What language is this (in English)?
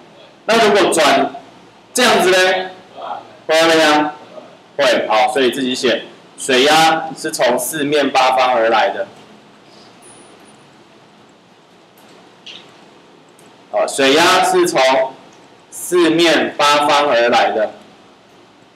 Chinese